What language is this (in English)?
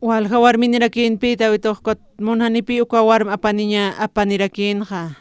Aymara